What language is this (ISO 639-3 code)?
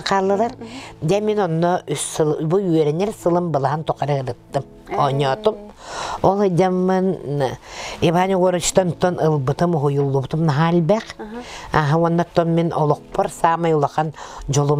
sah